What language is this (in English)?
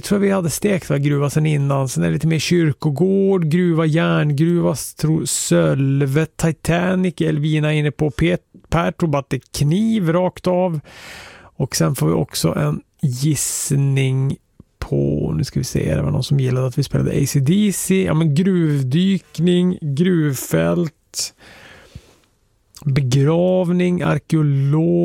Swedish